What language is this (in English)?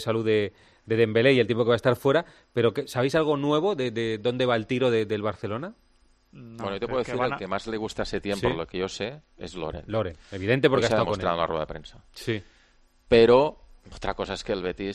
Spanish